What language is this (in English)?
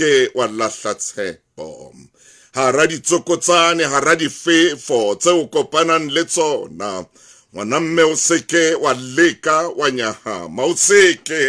Southern Sotho